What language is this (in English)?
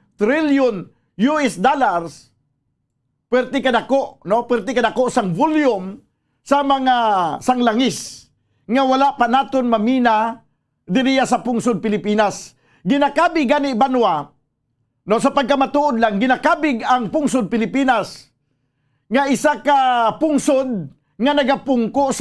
Hiligaynon